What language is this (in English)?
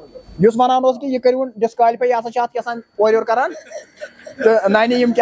Kashmiri